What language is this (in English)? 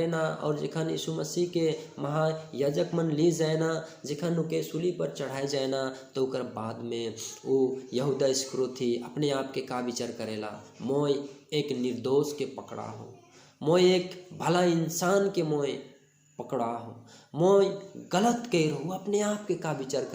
Sadri